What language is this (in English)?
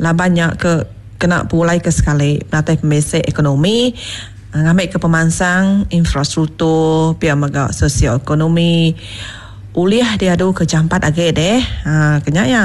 Iban